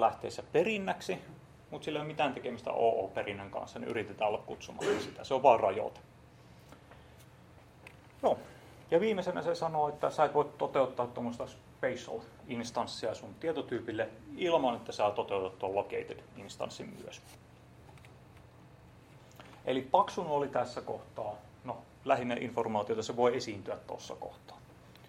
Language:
Finnish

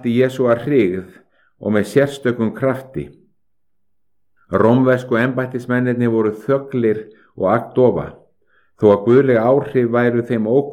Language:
Icelandic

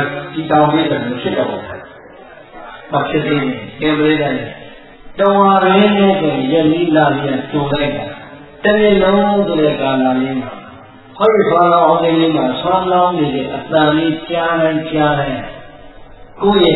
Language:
Burmese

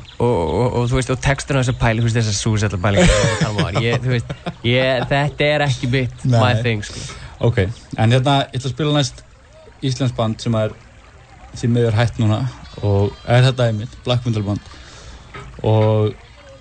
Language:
Icelandic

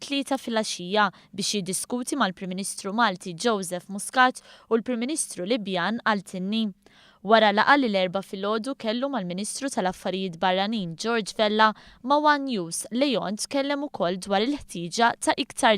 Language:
Maltese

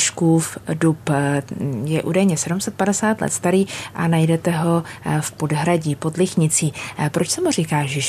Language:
Czech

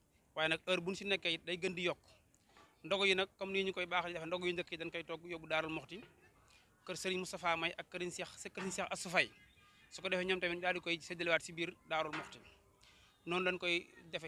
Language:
Wolof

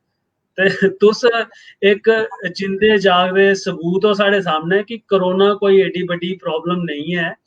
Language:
Dogri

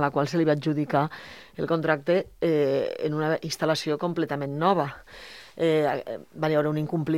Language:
Catalan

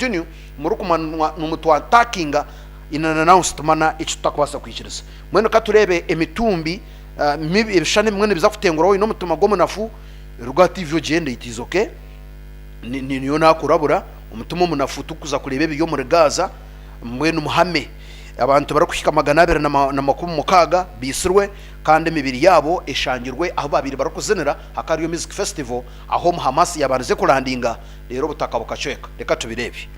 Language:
Nyankole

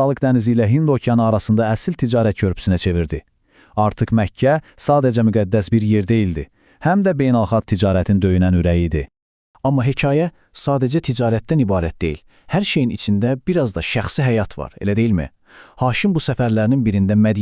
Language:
Azerbaijani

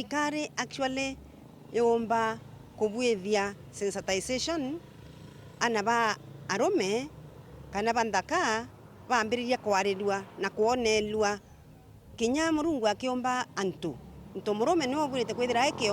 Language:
Meru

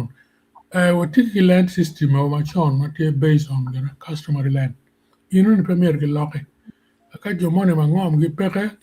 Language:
Acoli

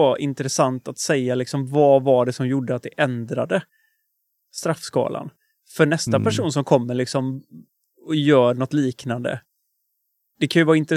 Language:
Swedish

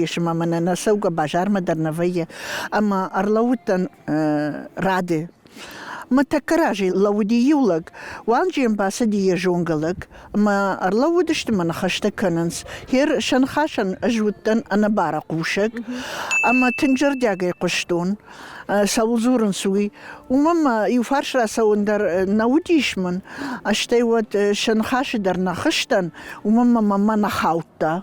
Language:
Ossetic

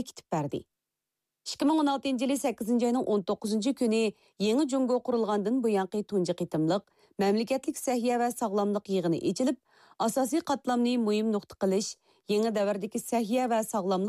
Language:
Uyghur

